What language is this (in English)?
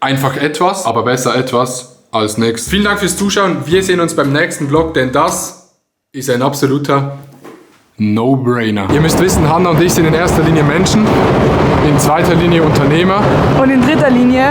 Swiss German